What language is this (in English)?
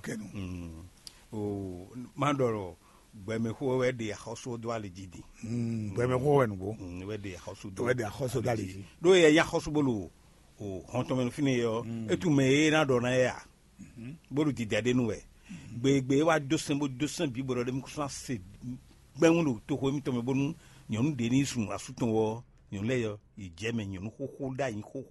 Fon